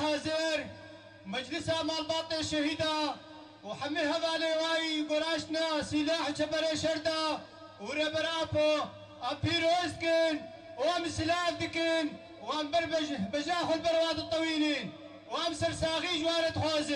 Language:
Kurdish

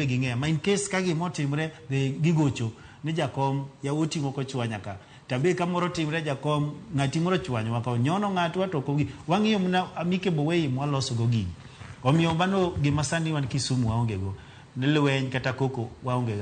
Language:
Luo (Kenya and Tanzania)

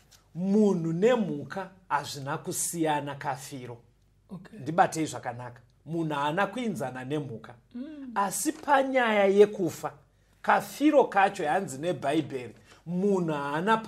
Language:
Shona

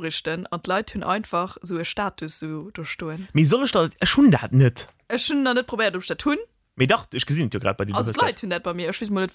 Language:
Luxembourgish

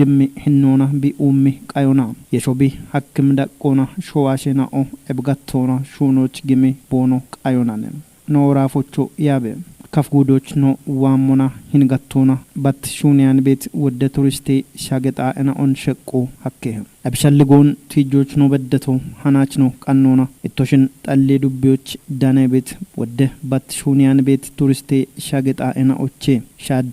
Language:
Kafa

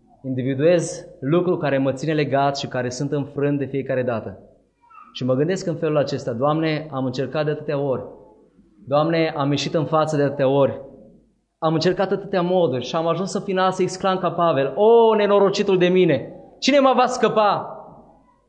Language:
Romanian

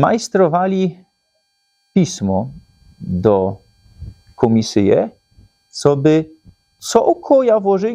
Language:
Silesian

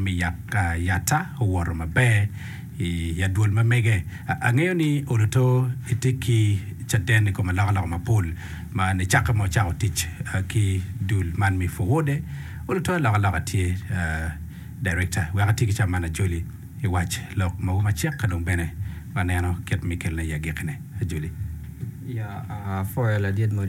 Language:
Acoli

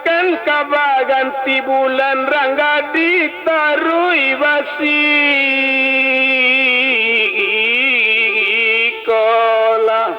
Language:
Minangkabau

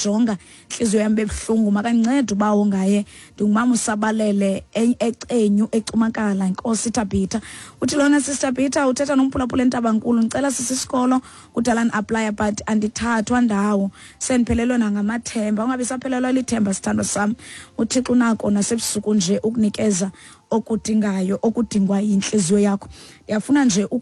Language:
Xhosa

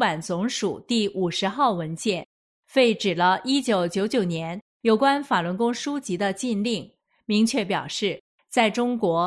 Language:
Chinese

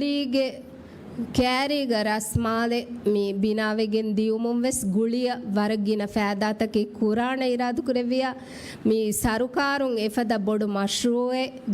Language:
Divehi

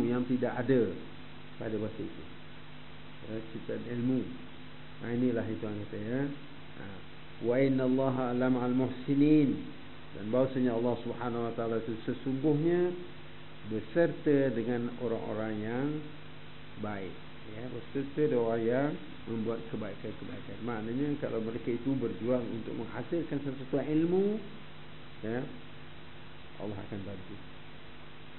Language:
Malay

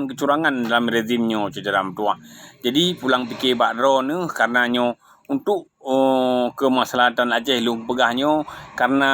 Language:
Achinese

